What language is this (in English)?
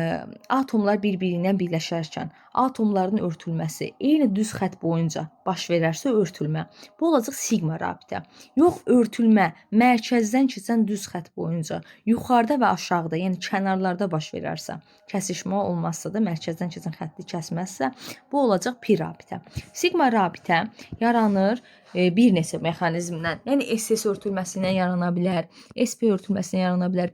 Azerbaijani